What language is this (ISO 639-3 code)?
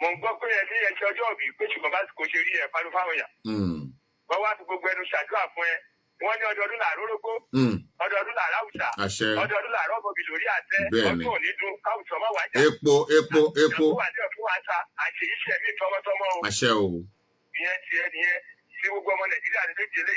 yor